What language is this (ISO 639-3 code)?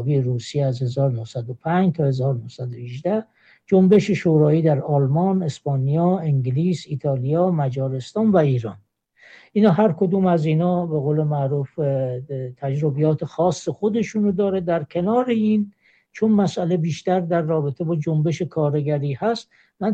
fas